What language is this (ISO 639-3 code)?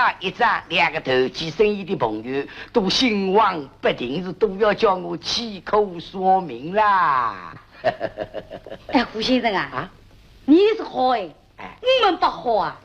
wuu